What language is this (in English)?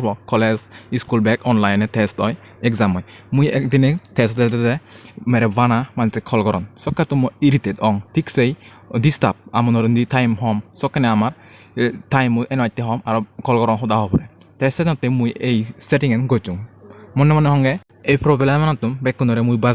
Chakma